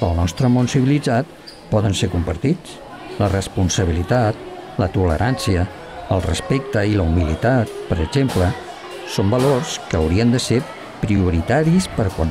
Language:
Catalan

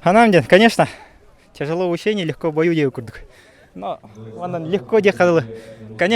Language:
Yakut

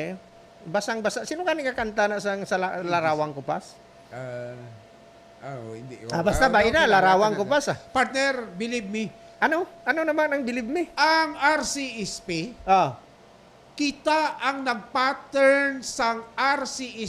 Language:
Hiligaynon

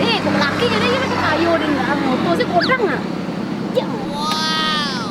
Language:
Minangkabau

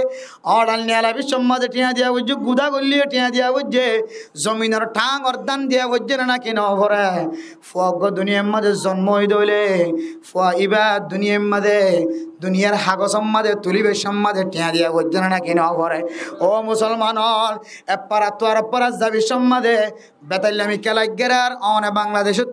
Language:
Rohingya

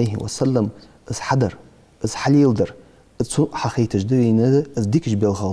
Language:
Ingush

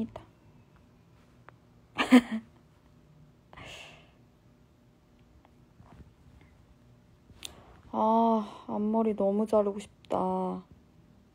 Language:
Korean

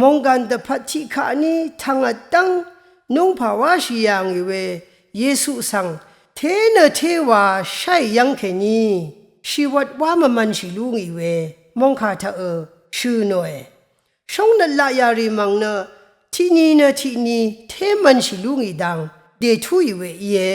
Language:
Rawang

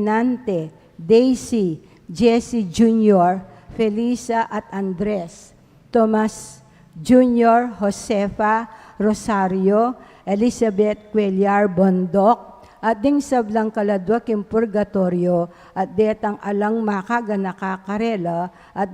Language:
Pampanga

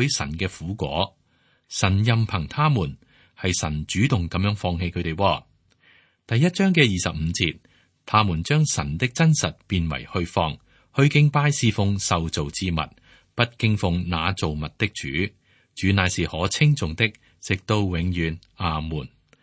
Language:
Cantonese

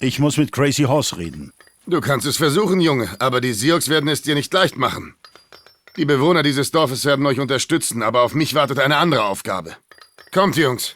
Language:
Bavarian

